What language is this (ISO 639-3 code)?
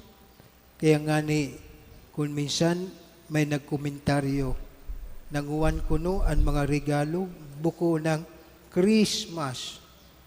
bik